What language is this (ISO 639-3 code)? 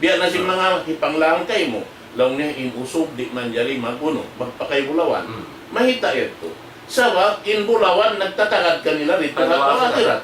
tsg